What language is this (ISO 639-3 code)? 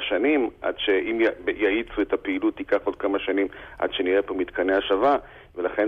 heb